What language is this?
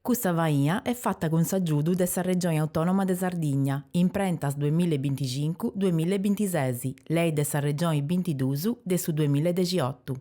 Sardinian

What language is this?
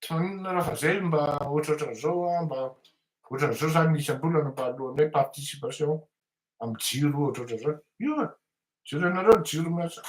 Malagasy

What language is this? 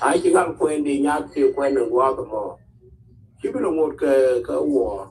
Nuer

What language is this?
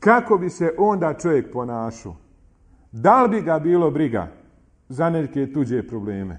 Bosnian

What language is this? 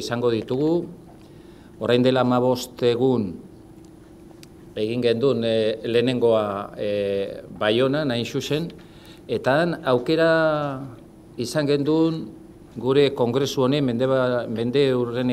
Basque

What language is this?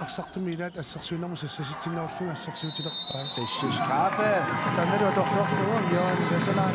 Kalaallisut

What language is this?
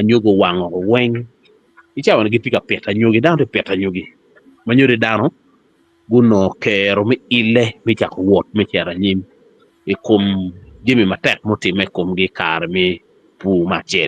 Acoli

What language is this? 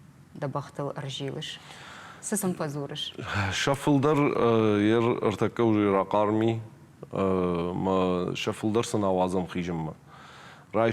Ossetic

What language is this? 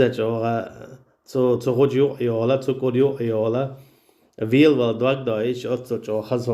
Chechen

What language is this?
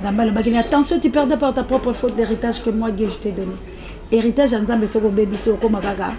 Lingala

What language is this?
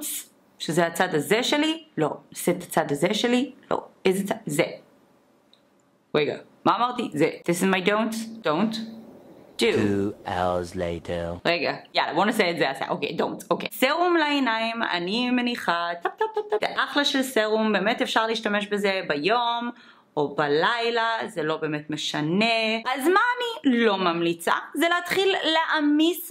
Hebrew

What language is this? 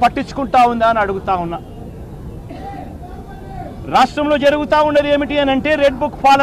Telugu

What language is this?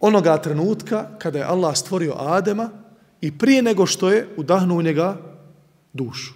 Bosnian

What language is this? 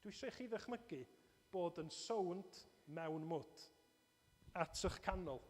Welsh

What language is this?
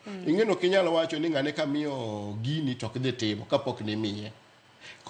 Luo (Kenya and Tanzania)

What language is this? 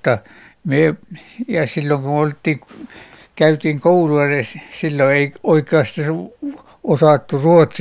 Finnish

